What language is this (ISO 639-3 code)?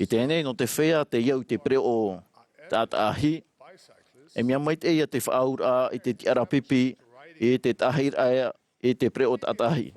tah